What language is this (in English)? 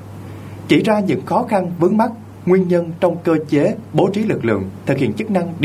Vietnamese